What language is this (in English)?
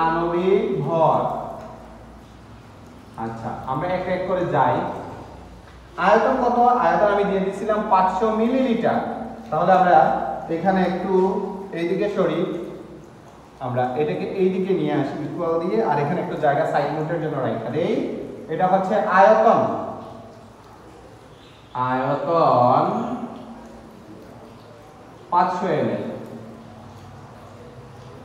Bangla